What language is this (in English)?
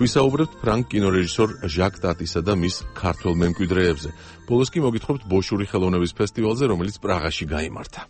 Georgian